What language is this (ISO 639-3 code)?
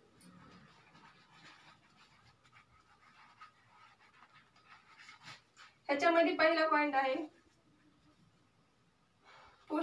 mar